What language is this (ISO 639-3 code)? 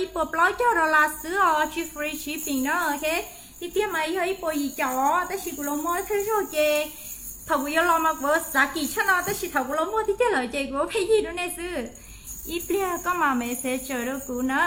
hmn